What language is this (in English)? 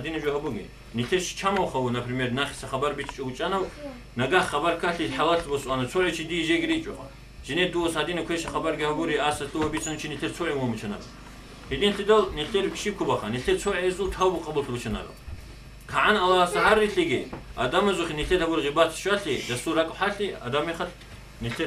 Avaric